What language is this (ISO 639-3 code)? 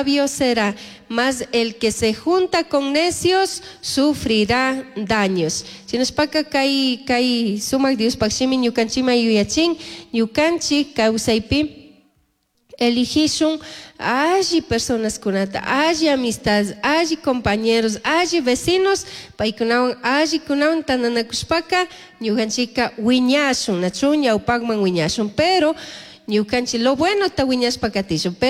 qug